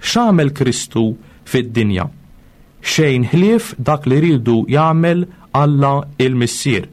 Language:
Maltese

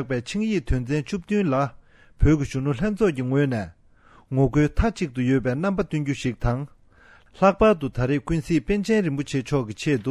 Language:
Tibetan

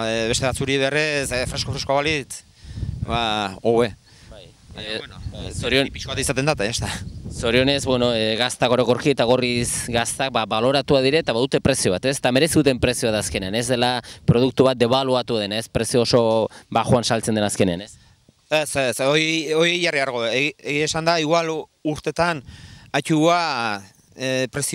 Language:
Basque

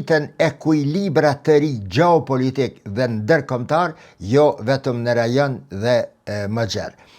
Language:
Albanian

